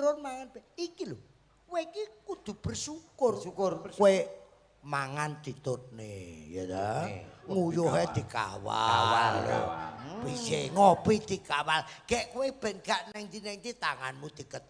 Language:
Javanese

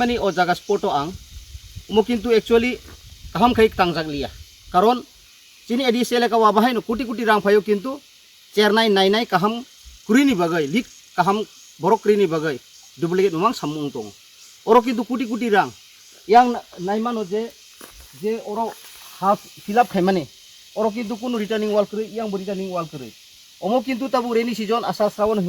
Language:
Kok Borok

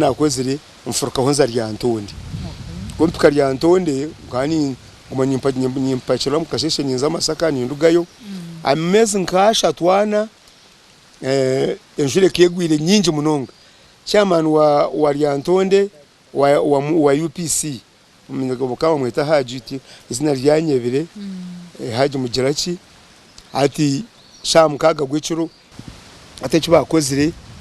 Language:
Nyankole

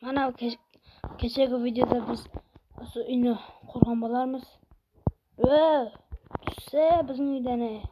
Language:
Kara-Kalpak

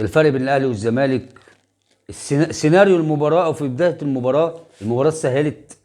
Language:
Egyptian Arabic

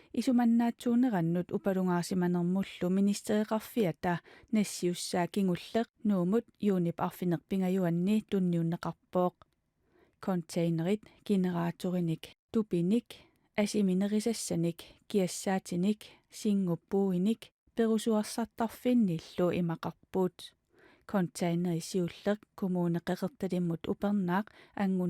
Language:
Kalaallisut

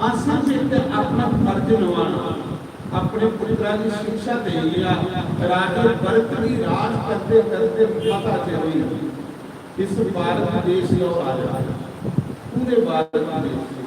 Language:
Dogri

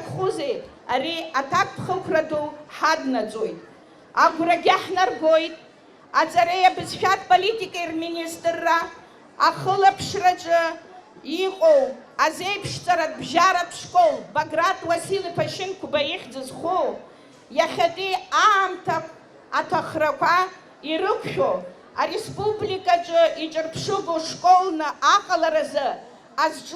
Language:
Abkhazian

